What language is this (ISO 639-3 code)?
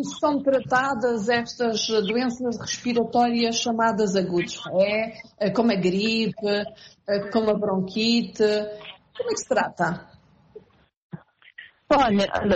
por